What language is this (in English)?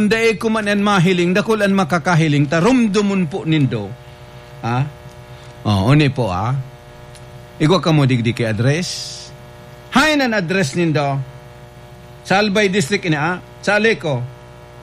Bikol